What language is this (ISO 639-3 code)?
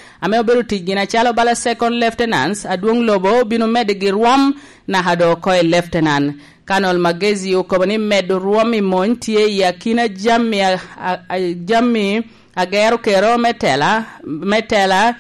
laj